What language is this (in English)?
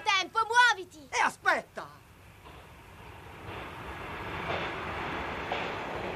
Italian